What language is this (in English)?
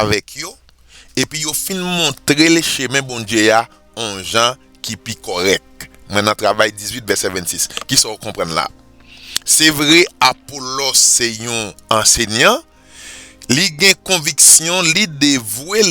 Haitian Creole